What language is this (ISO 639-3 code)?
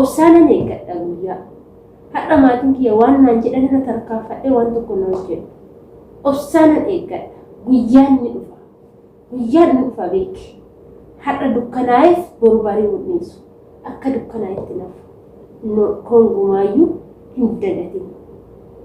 orm